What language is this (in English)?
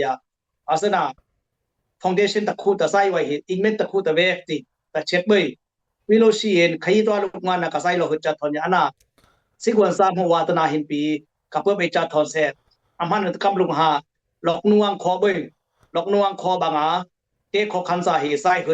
Dimasa